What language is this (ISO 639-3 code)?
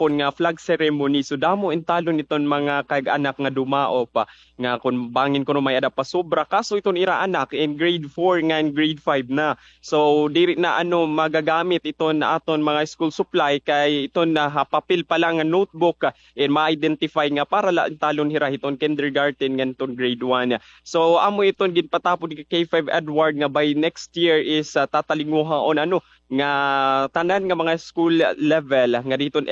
war